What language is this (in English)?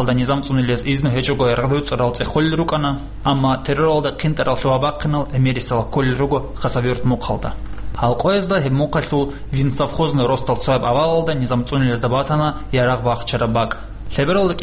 Avaric